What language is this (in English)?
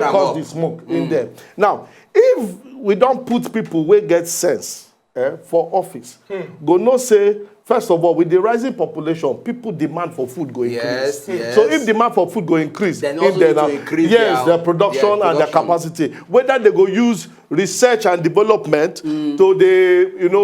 Nigerian Pidgin